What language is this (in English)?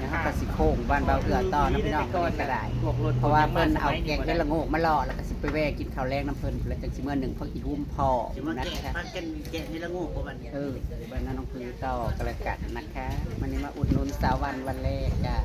Northeastern Thai